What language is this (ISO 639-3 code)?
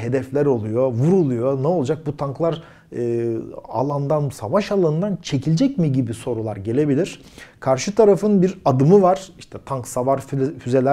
tur